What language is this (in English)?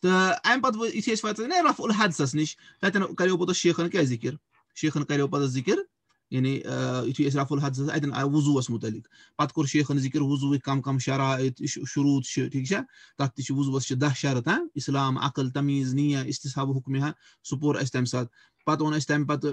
Kashmiri